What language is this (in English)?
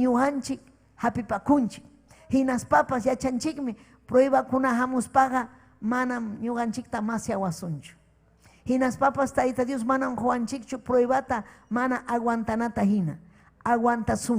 Ayacucho Quechua